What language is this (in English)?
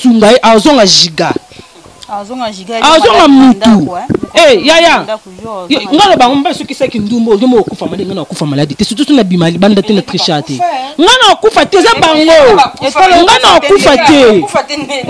Lingala